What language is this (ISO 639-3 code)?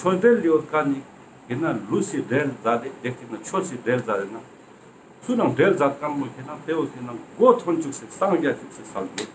lbj